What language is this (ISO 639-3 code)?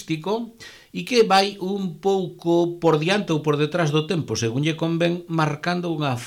glg